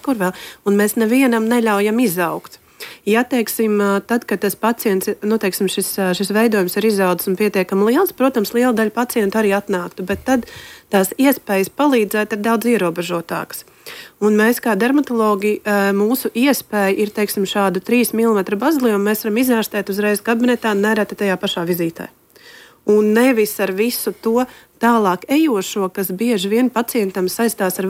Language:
Latvian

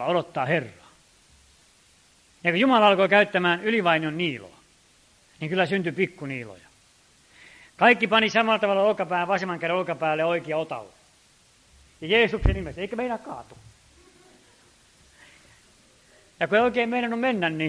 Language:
Finnish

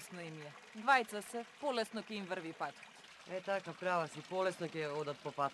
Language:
Macedonian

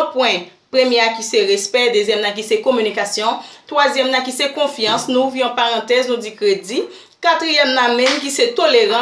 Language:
Haitian Creole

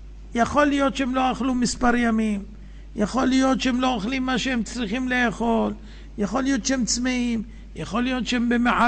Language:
Hebrew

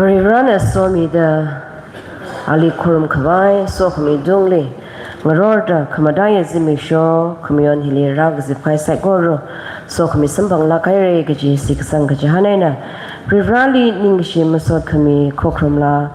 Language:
Tangkhul Naga (India)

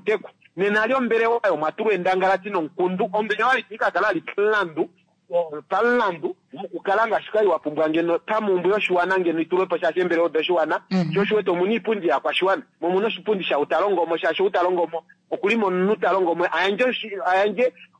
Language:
Kuanyama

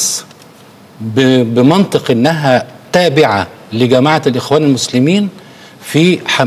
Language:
Arabic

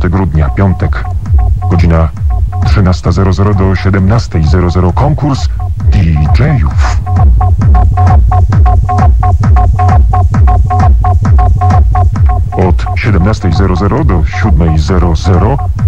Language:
Polish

